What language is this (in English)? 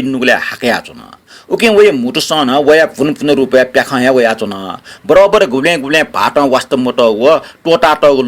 Newari